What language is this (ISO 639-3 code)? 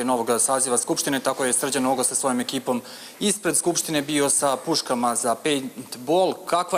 srp